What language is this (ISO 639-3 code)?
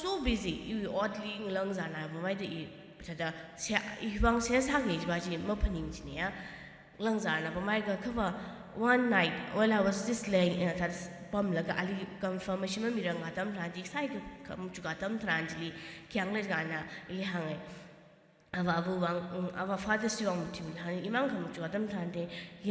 nmf